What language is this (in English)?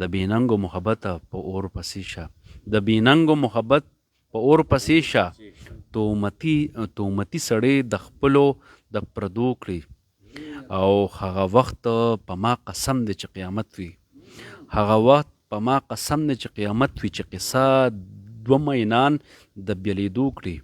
Pashto